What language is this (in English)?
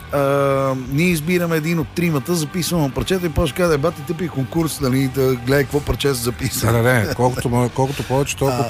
Bulgarian